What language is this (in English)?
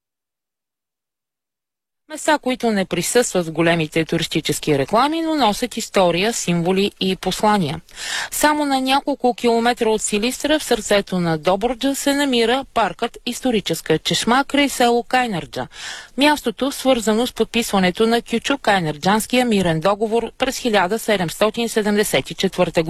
Bulgarian